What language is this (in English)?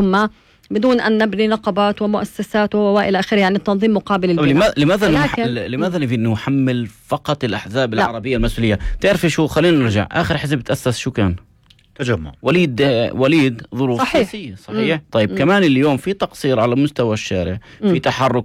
North Levantine Arabic